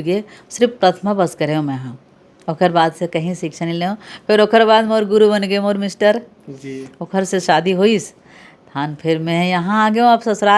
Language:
Chhattisgarhi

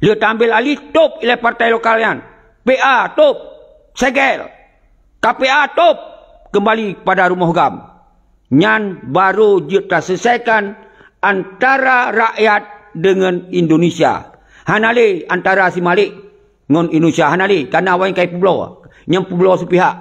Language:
Achinese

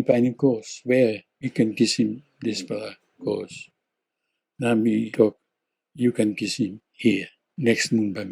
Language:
Tok Pisin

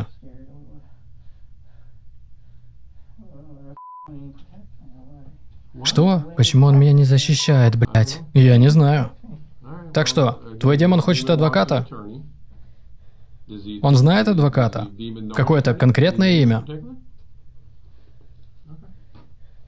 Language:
Russian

